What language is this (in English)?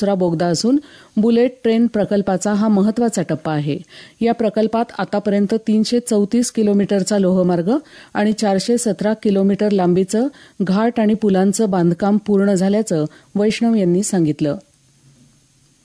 Marathi